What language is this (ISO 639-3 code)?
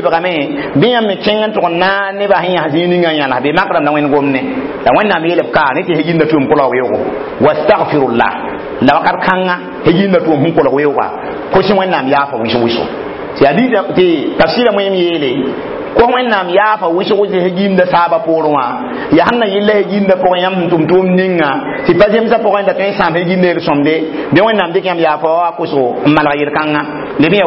mos